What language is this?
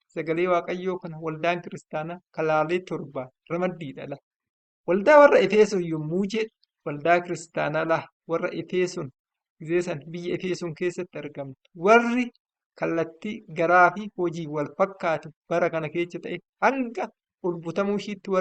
Oromo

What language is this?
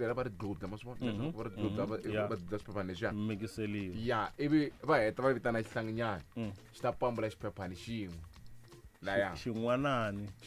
Tsonga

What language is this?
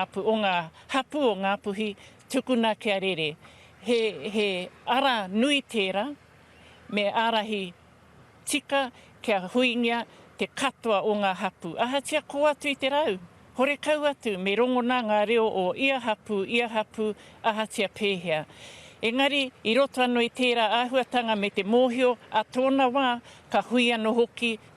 Māori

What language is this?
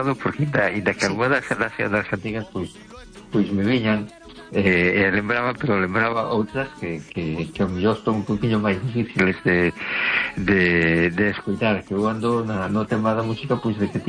Galician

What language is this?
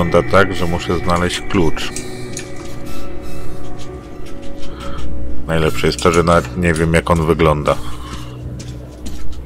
Polish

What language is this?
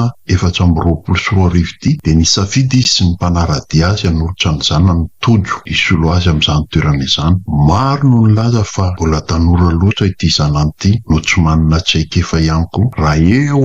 Malagasy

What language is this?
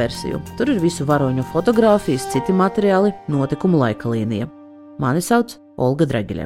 Latvian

